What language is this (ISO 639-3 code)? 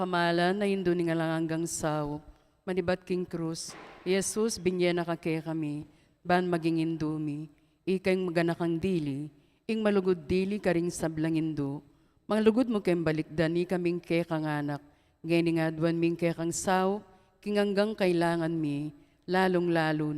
pam